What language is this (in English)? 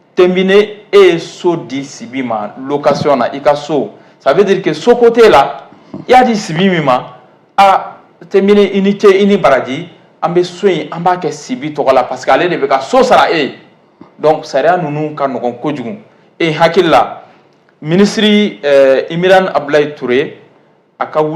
Bambara